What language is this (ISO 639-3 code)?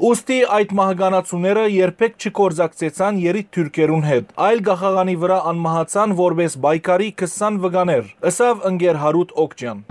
hyw